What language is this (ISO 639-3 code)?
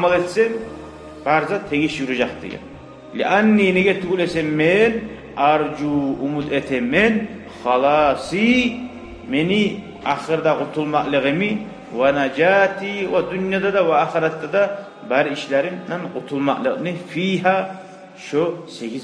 kum